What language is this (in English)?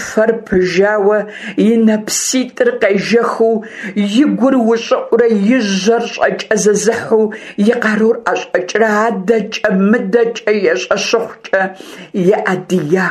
Kabardian